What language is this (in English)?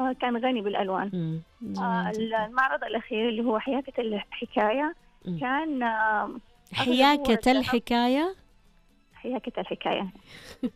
Najdi Arabic